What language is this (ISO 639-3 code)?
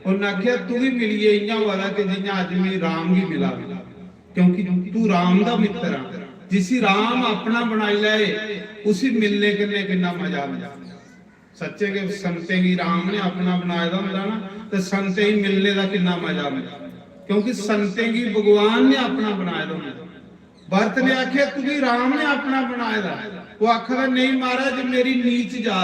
doi